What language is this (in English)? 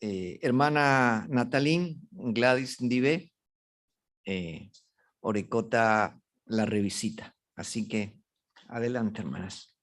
Guarani